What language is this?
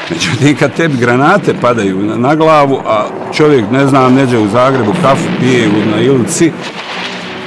Bosnian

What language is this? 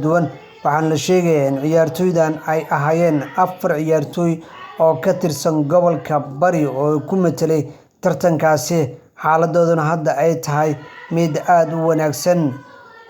Somali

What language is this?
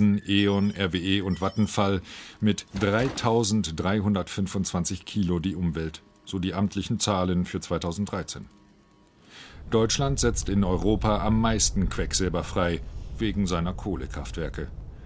German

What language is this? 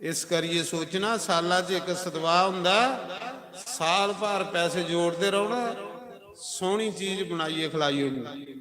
Dogri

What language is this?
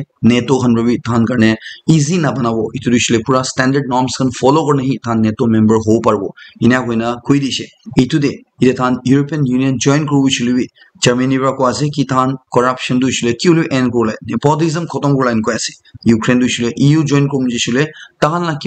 Naga Pidgin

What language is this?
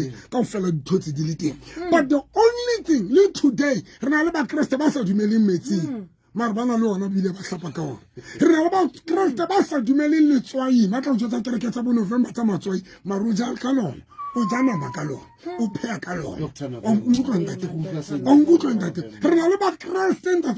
Southern Sotho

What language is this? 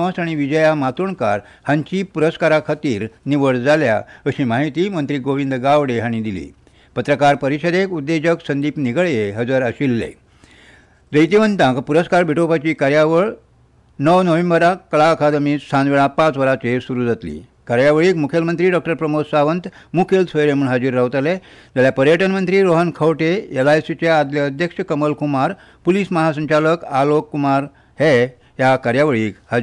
Konkani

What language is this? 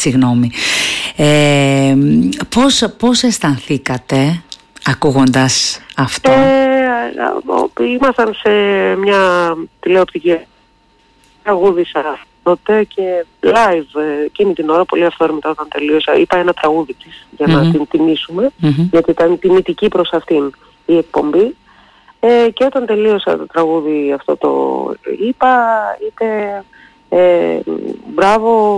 Greek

